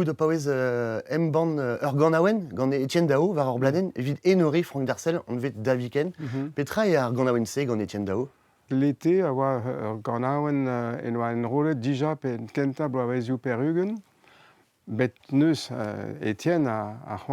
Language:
Breton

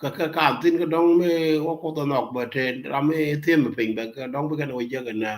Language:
Nuer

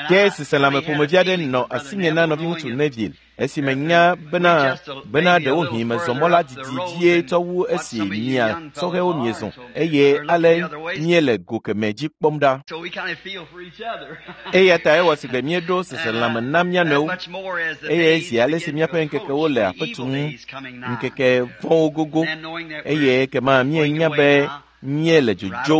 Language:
Ewe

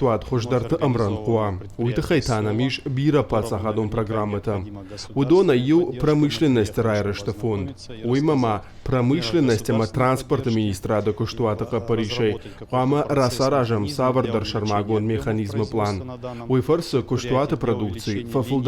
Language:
Ossetic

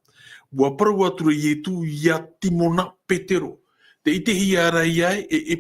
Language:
Tahitian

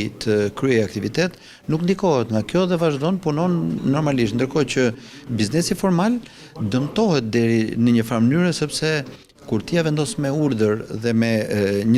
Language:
Albanian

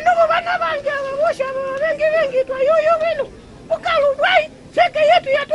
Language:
Mbunda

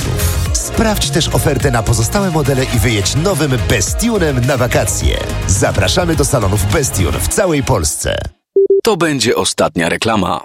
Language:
Polish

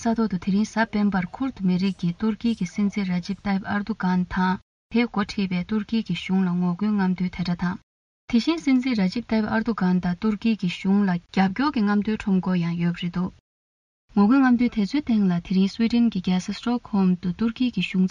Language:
Tibetan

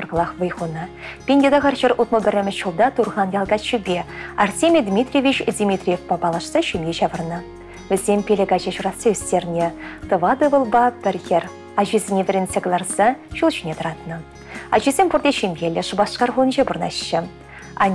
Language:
Chuvash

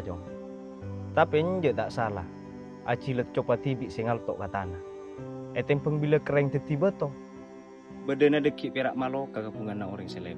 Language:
Madurese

